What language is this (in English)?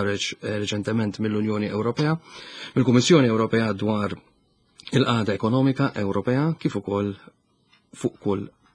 Maltese